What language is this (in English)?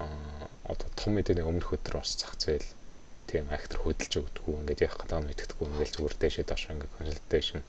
Mongolian